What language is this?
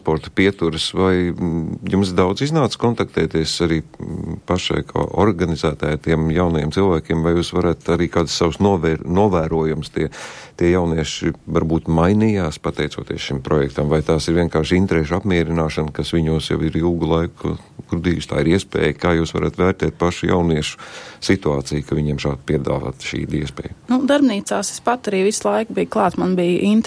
Latvian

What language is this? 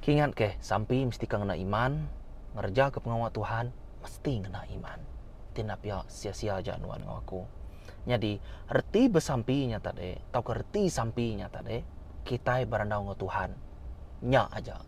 Iban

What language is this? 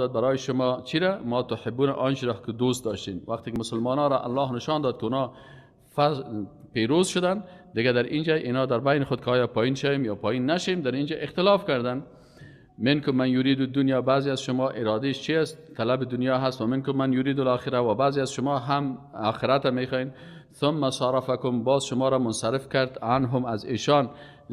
Persian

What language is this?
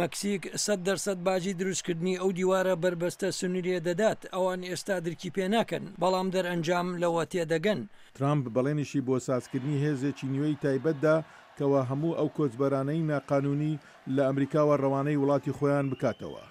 Central Kurdish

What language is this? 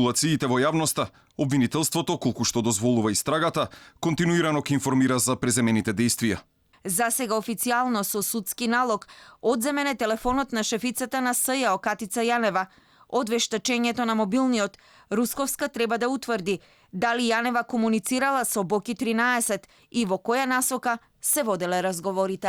Macedonian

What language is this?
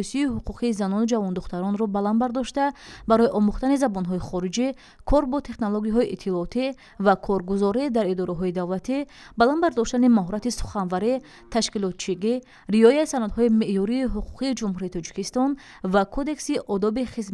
Tajik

